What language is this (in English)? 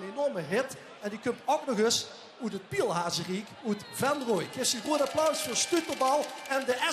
Limburgish